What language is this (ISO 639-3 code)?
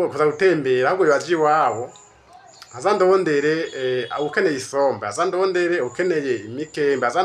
run